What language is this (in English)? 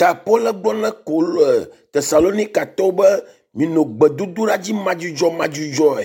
Ewe